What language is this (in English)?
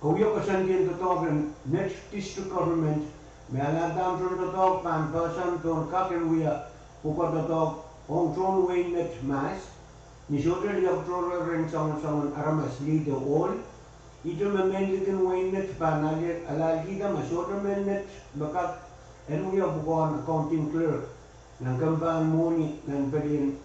Pohnpeian